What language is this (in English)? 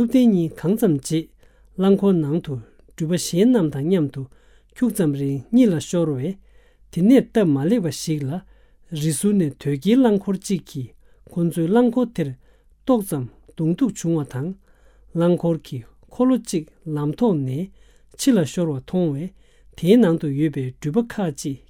Tibetan